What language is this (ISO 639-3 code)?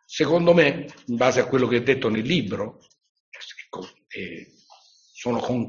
ita